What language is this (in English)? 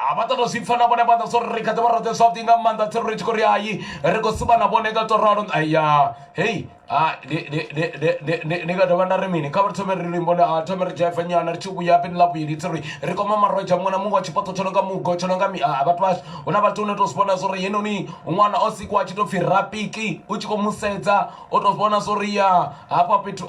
Venda